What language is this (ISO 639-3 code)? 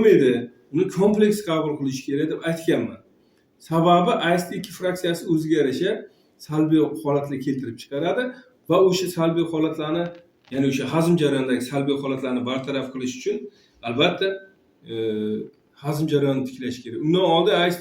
uzb